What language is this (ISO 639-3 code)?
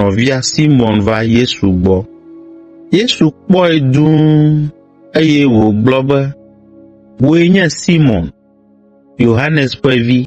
ewe